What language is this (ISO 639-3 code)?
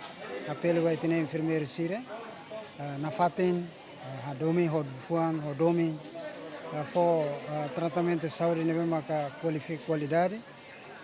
tet